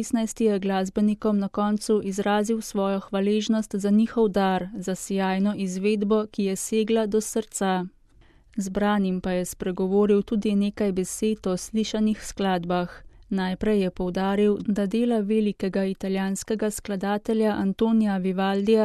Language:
Slovenian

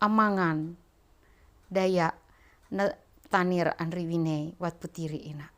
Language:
Ma'anyan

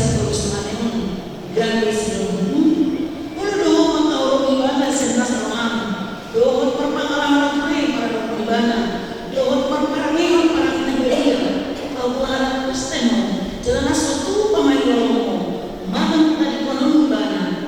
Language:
Batak Toba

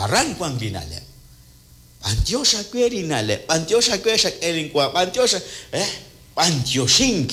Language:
Kekchí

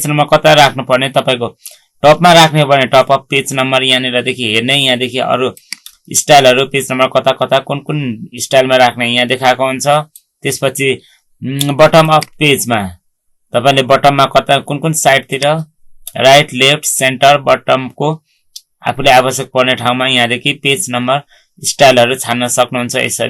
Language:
Nepali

